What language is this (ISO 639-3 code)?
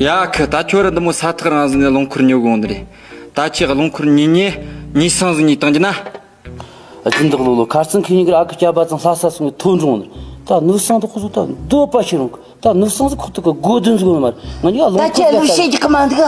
bod